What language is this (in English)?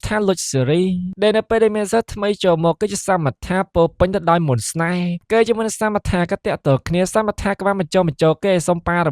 Khmer